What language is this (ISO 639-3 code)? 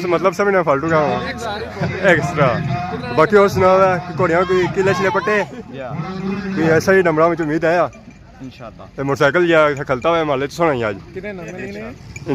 phr